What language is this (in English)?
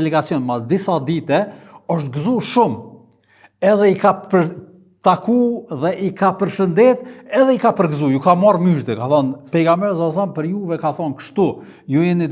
Albanian